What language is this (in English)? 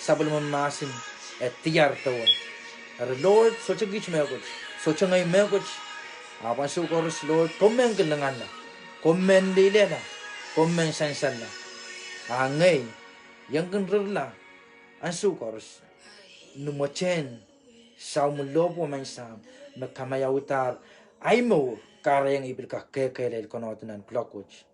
Pohnpeian